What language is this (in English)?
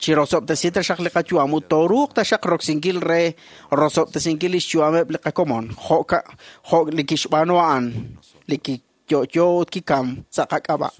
Kekchí